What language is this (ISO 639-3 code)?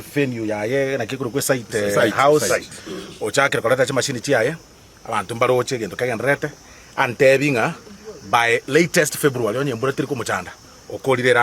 guz